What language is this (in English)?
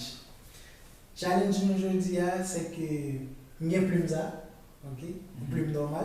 Haitian Creole